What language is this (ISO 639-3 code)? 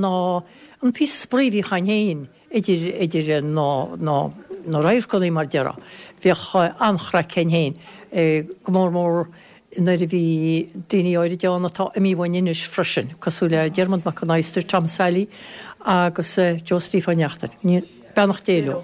gle